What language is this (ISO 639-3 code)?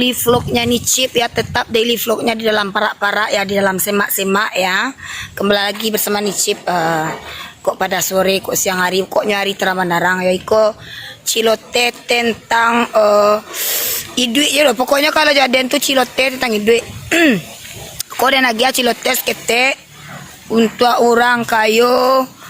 min